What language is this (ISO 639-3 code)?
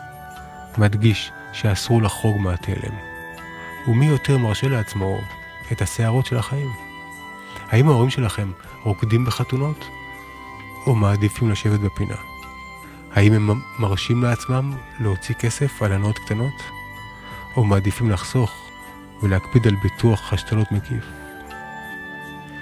heb